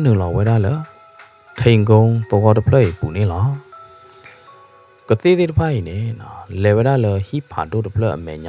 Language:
S'gaw Karen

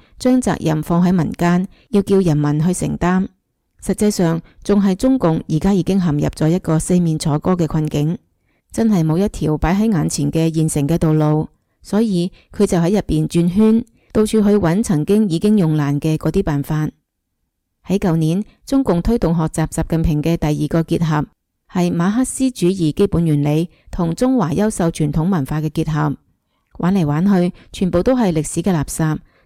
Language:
Cantonese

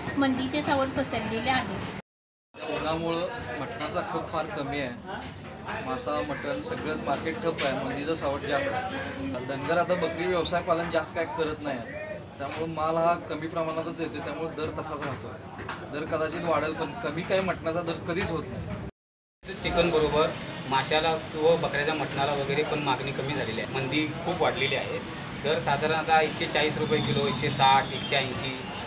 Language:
Marathi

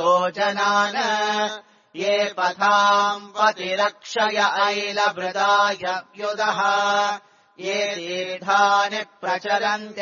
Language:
Sanskrit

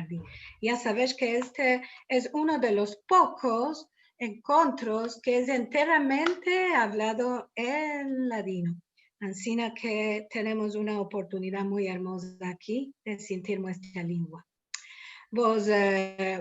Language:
Ladino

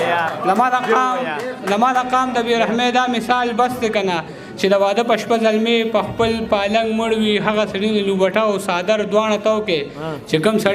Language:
Pashto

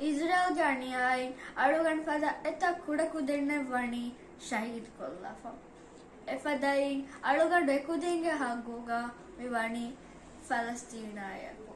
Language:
Divehi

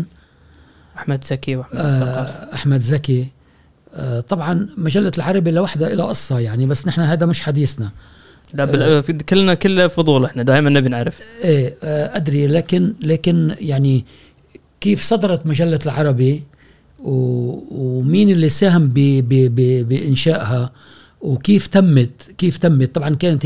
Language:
Gulf Arabic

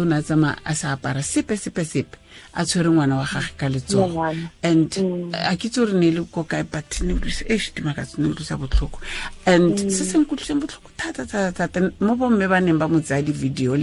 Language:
Tswana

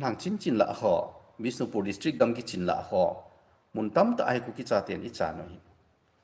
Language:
Thado Chin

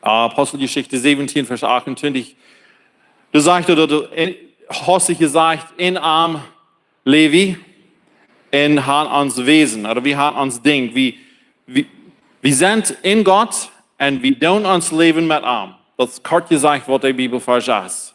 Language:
Plautdietsch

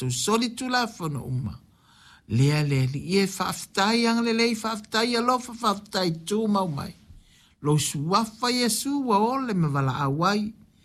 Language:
Samoan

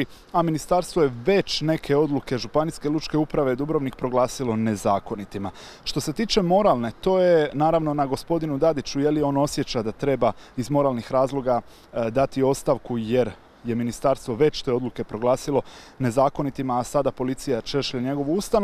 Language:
Croatian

